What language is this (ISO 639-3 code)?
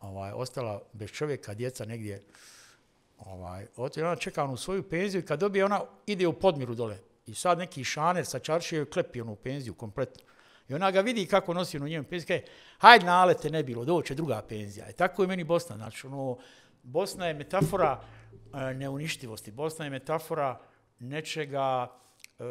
bos